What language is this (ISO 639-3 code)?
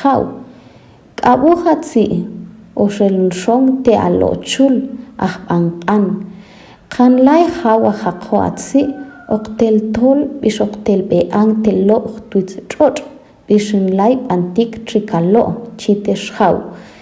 ttc